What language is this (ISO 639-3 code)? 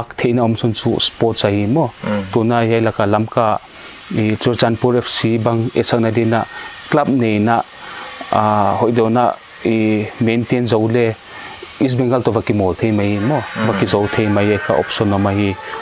pck